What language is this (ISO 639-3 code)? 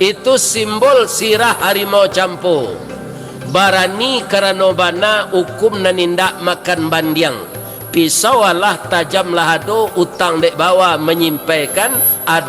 min